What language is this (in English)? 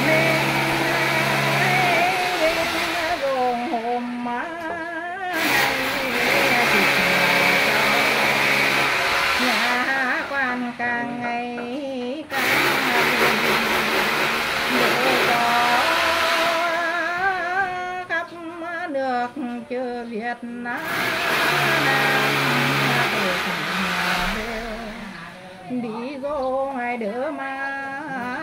Vietnamese